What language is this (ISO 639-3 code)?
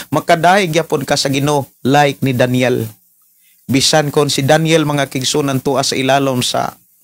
ceb